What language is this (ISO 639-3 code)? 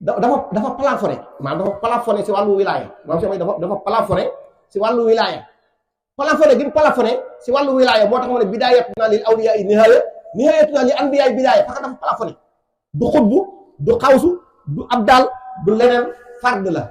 wol